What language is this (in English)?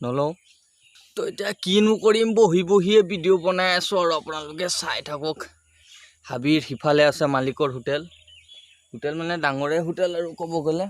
Assamese